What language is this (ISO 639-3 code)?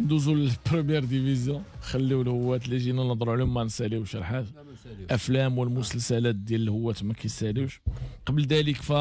ary